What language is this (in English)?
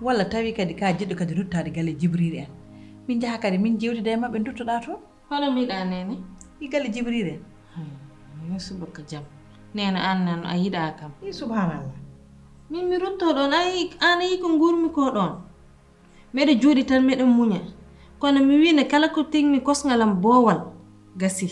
Fula